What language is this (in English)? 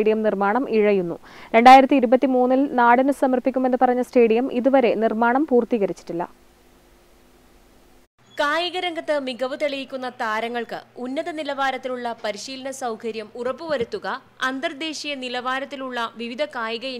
Malayalam